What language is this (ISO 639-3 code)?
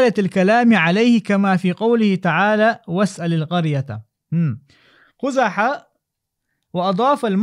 che